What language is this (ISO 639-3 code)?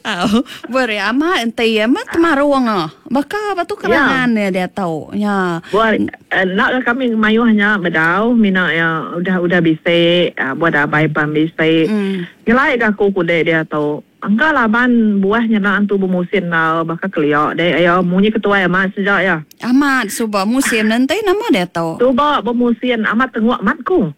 iba